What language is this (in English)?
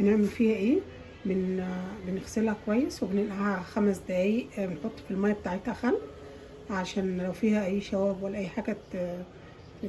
Egyptian Arabic